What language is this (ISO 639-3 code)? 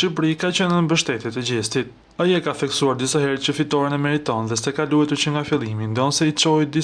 sqi